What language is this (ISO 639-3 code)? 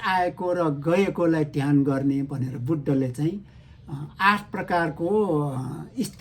nep